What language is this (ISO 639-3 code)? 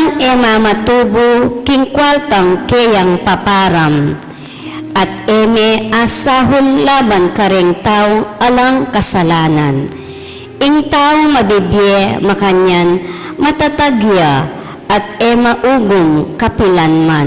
pam